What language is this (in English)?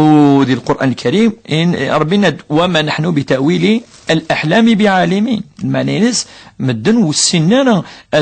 Kabyle